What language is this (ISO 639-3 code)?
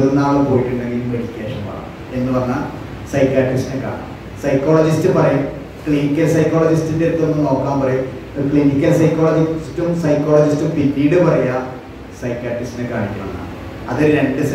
mal